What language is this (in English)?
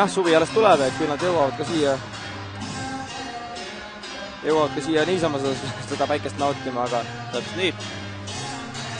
Estonian